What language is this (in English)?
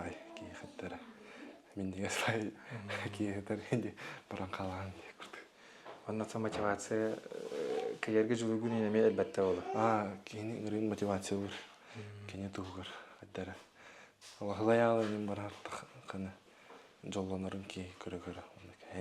Yakut